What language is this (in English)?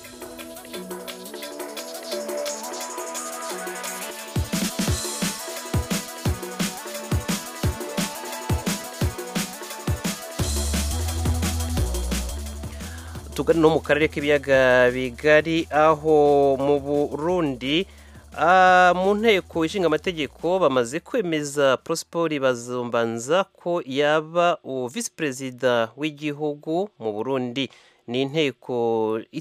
Kinyarwanda